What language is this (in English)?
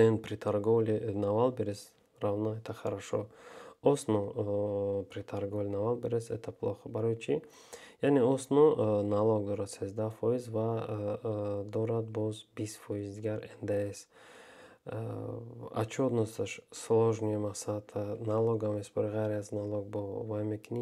Tajik